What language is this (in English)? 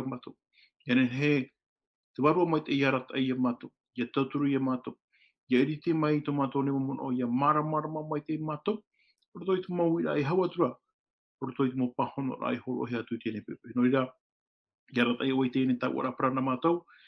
Tahitian